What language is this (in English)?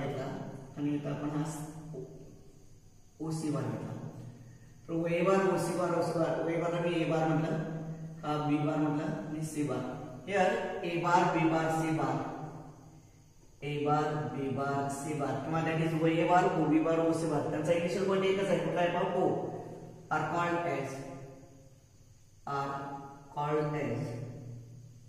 Marathi